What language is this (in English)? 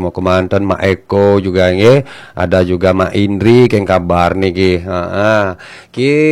Balinese